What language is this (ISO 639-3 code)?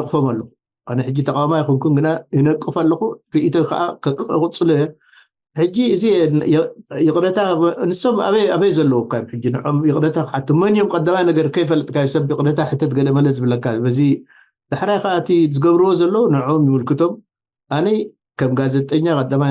tir